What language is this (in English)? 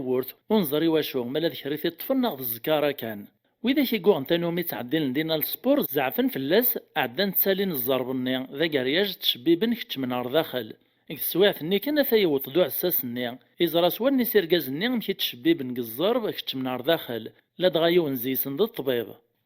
Kabyle